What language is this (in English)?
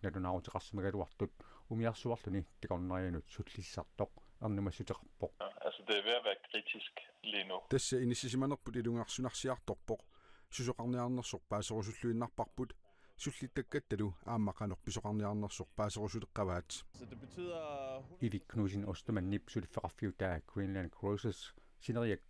Kalaallisut